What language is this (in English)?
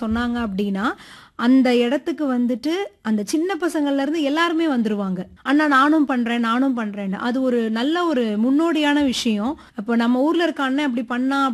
Tamil